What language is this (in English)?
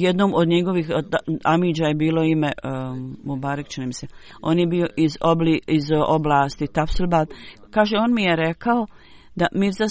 Bosnian